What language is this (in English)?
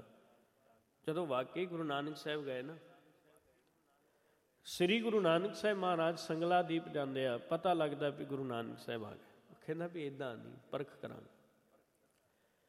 Punjabi